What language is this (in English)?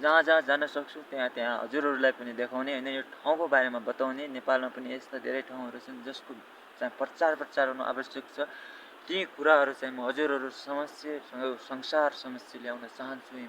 Nepali